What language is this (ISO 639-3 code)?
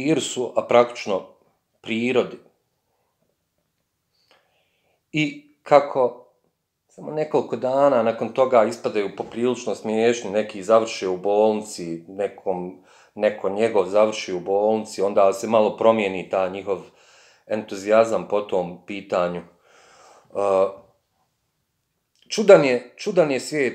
bos